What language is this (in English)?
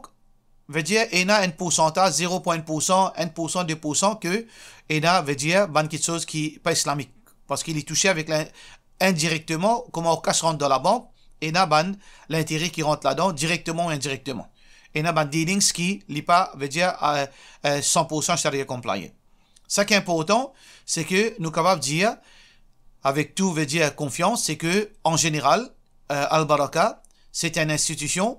Morisyen